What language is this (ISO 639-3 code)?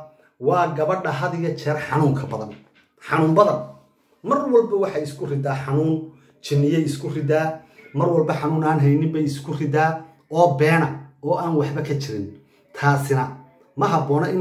som